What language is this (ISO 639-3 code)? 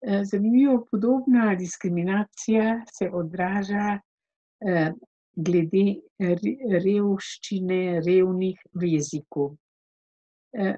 slv